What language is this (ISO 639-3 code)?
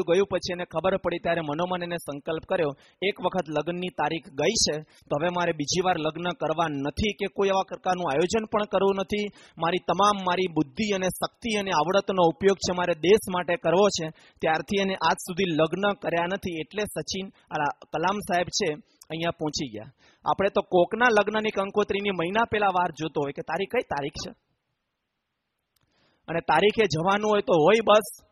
guj